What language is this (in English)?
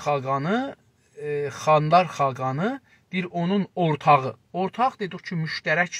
South Azerbaijani